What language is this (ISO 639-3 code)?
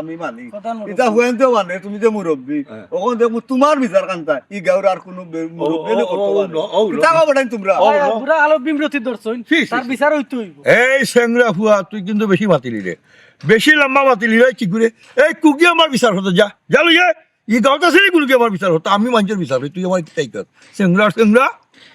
syl